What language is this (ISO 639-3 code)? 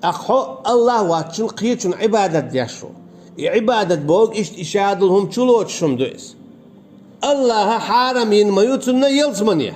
che